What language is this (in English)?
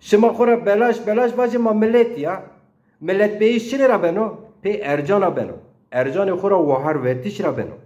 Zaza